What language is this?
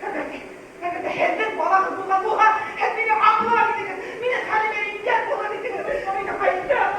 Bashkir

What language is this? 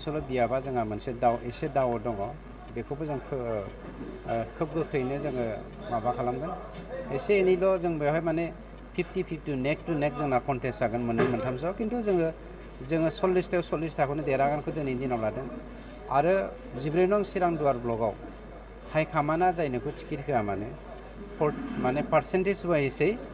Bodo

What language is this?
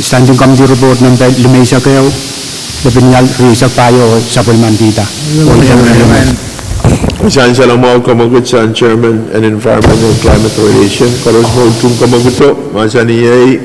Pohnpeian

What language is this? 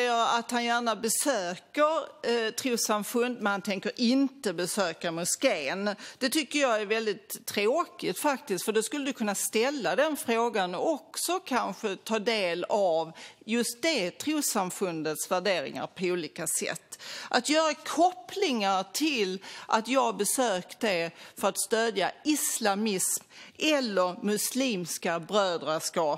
Swedish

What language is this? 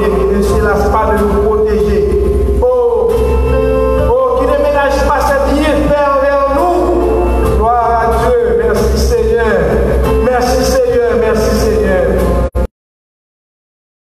French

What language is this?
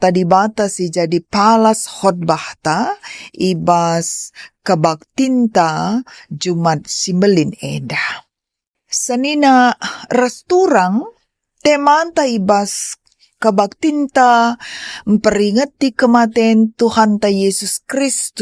Batak Karo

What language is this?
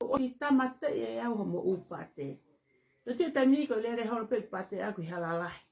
Tongan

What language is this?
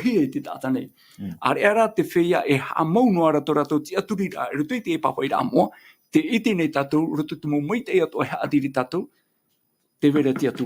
Tahitian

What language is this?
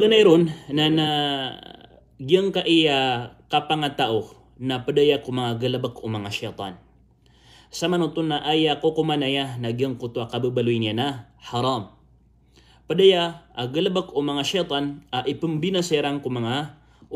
Maranao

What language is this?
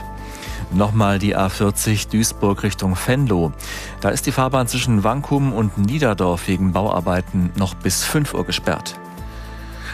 German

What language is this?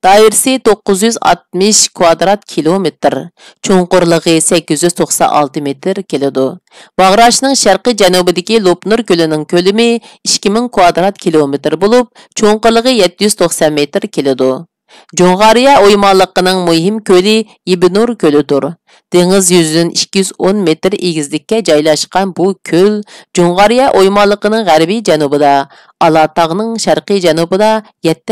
Uyghur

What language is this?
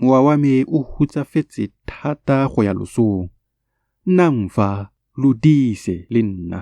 Tswana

